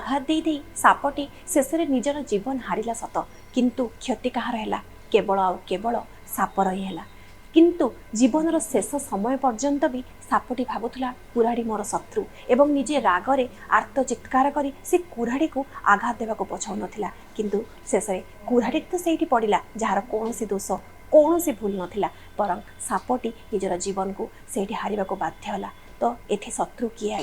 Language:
Odia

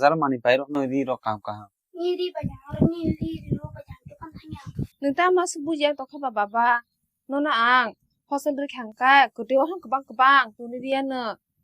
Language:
Kok Borok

